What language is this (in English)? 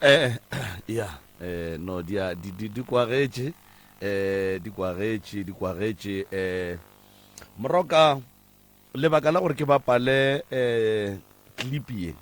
Northern Sotho